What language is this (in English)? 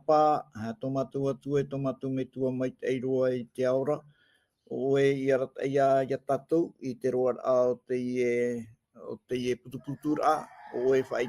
Tahitian